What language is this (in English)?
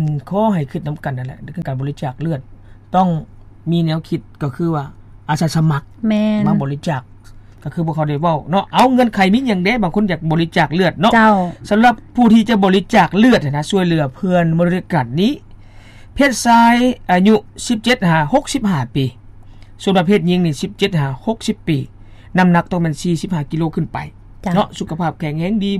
Lao